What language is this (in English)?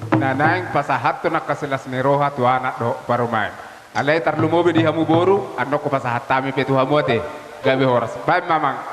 Batak Toba